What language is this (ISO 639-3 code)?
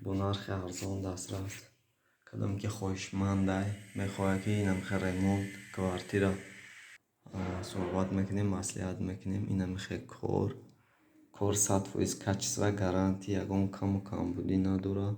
tgk